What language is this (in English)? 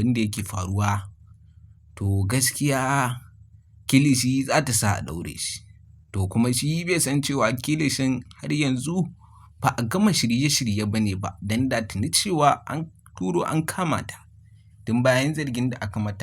Hausa